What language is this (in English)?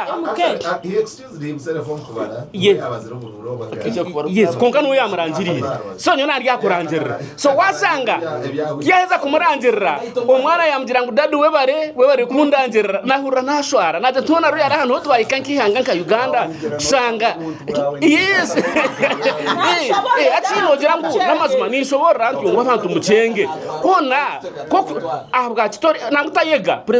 Nyankole